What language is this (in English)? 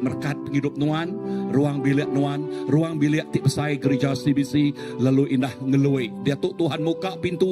Iban